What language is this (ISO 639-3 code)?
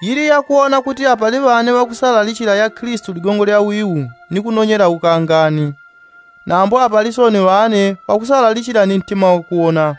yao